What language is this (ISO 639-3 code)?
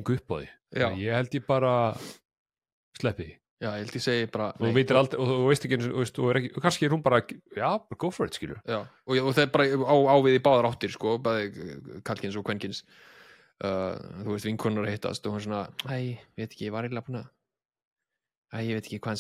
isl